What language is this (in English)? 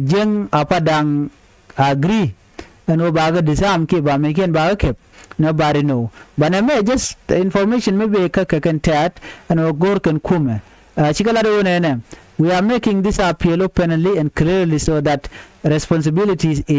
Nuer